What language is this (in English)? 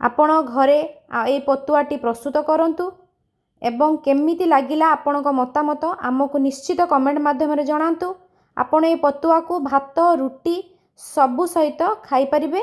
Odia